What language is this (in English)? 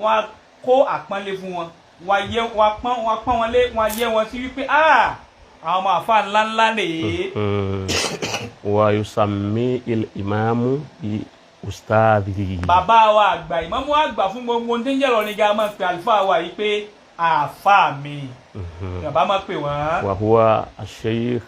Yoruba